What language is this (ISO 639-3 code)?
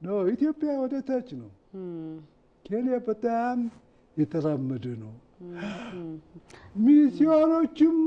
amh